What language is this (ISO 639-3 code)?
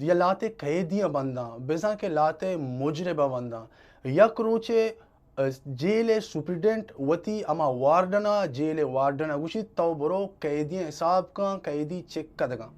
bal